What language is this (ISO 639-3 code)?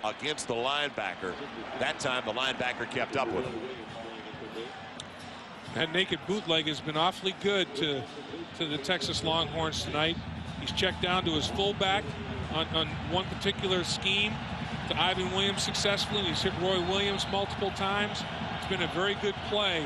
eng